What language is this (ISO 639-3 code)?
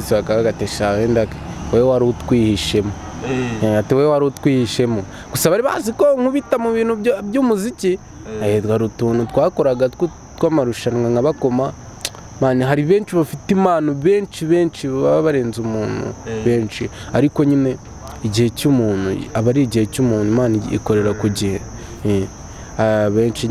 kin